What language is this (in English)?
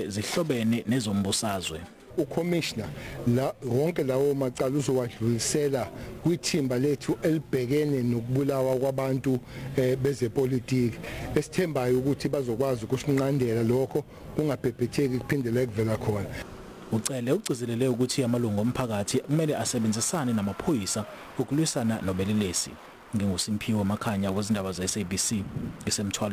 Zulu